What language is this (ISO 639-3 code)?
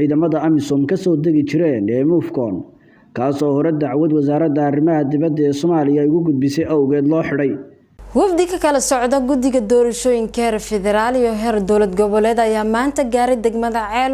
som